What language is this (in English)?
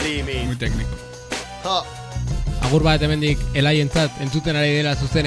Basque